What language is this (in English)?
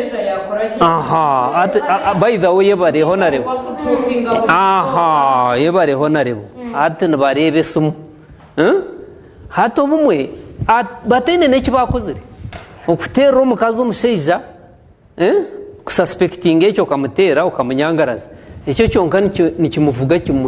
Nyankole